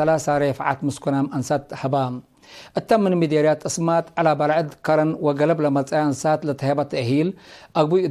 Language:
Tigre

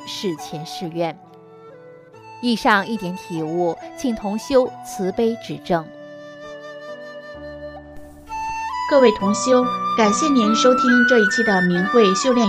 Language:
Chinese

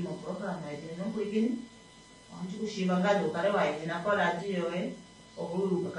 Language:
Kuanyama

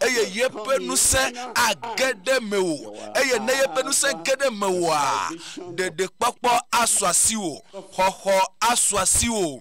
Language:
Ewe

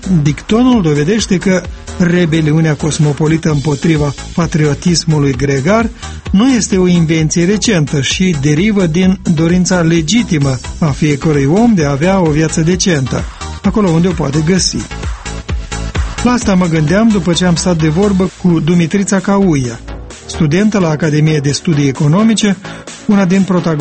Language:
Romanian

